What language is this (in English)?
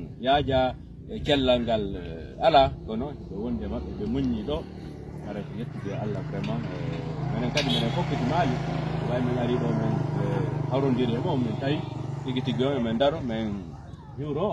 Fula